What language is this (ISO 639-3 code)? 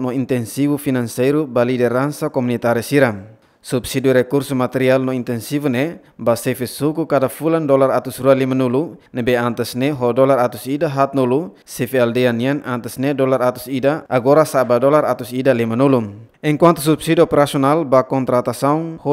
tet